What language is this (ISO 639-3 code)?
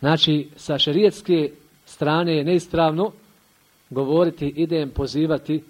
bos